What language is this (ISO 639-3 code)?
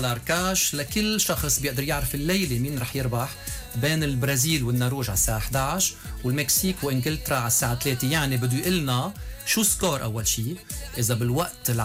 apc